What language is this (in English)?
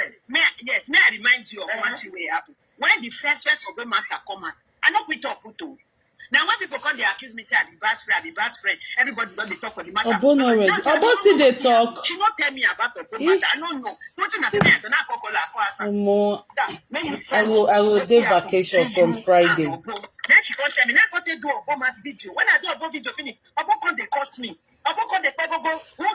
Nigerian Pidgin